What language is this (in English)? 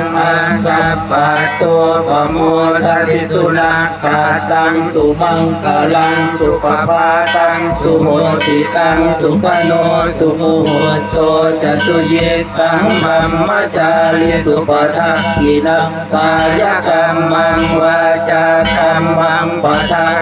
Pali